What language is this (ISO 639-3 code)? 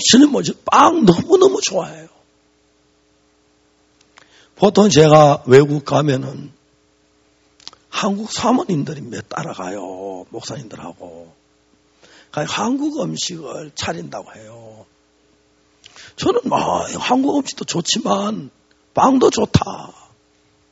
kor